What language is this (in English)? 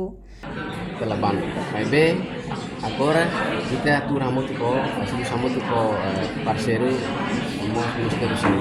Tetum